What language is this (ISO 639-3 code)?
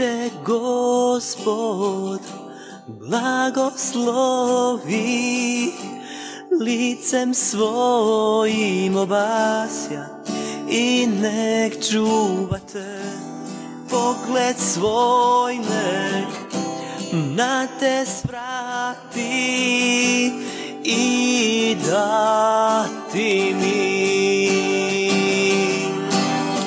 hrv